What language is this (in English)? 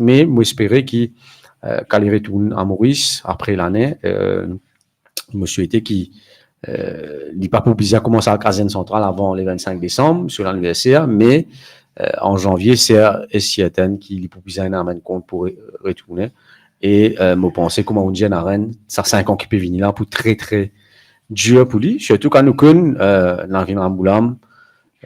Morisyen